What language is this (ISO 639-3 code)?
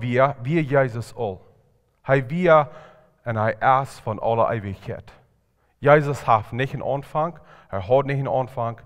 pdt